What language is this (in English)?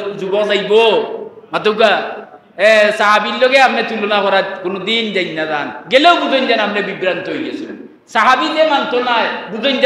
Sylheti